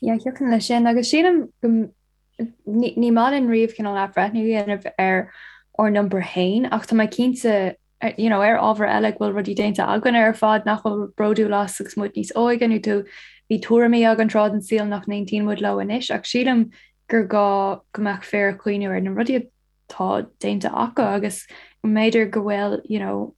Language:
Irish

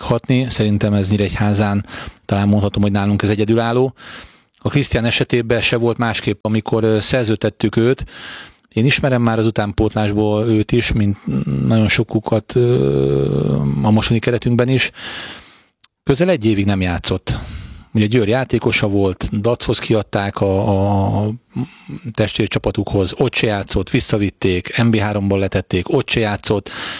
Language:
Hungarian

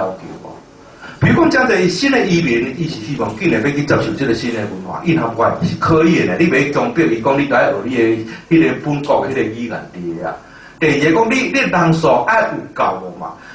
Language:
Min Nan Chinese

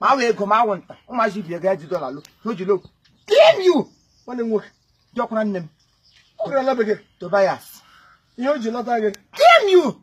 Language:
Igbo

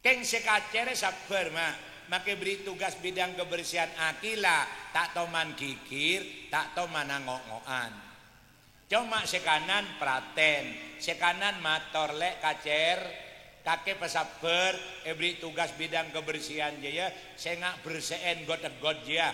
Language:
Madurese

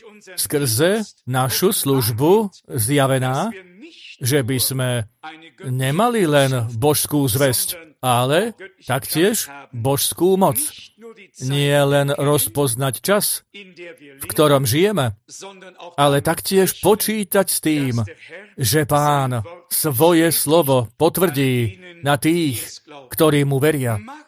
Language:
Slovak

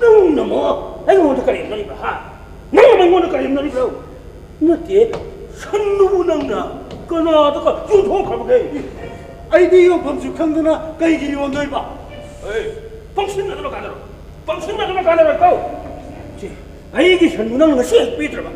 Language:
Manipuri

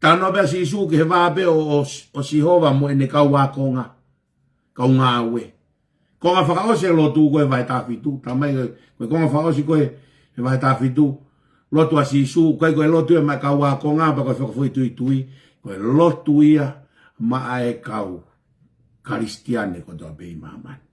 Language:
Tongan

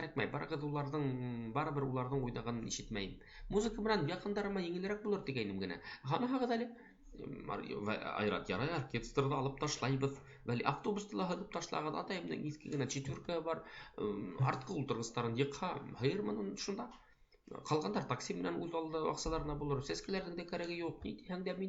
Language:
Bashkir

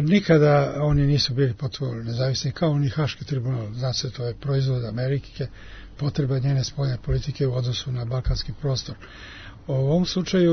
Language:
Serbian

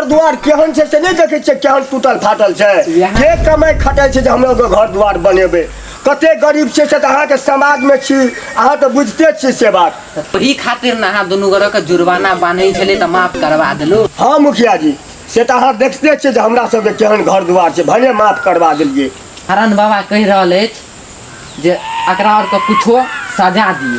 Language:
Maithili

